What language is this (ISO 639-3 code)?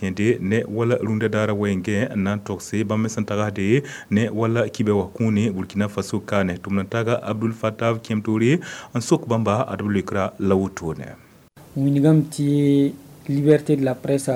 mos